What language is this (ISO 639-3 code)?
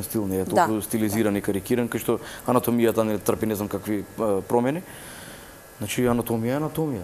mkd